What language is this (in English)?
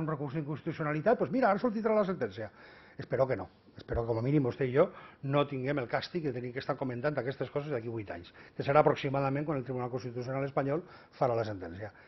Catalan